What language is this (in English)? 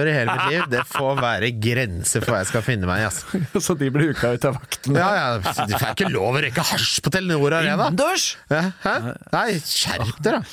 Norwegian